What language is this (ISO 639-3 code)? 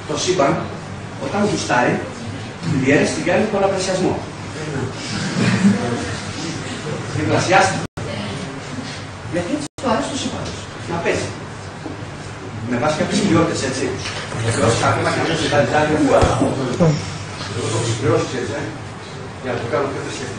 ell